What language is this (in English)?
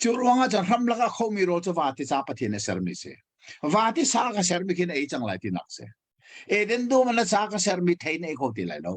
Hakha Chin